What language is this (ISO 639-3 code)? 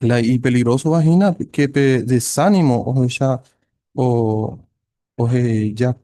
grn